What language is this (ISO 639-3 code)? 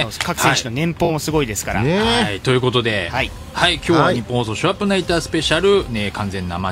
jpn